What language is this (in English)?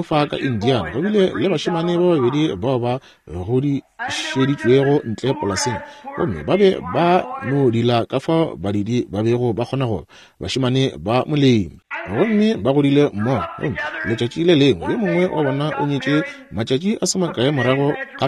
Northern Sotho